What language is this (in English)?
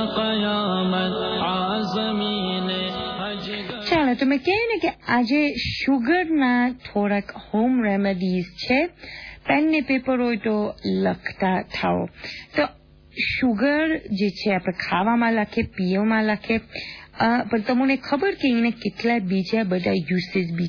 Gujarati